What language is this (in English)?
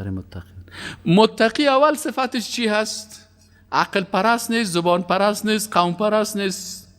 Persian